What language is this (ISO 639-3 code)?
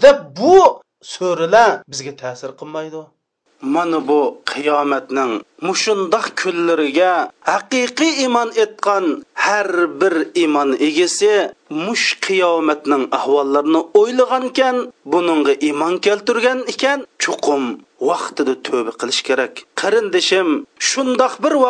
uig